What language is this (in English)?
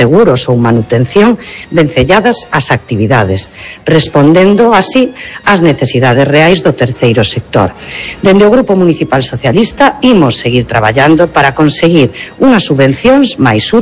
Galician